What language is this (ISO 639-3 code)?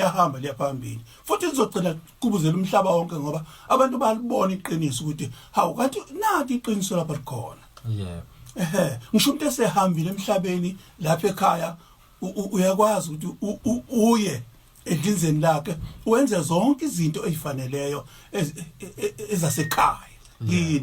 zul